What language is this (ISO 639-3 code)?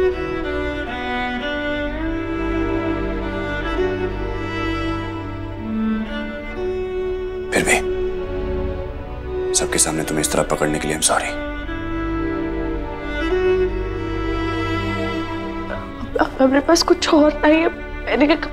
hin